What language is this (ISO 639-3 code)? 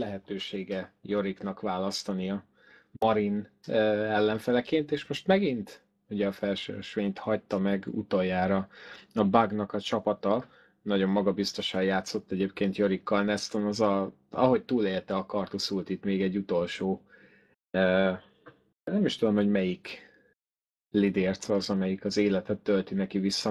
hun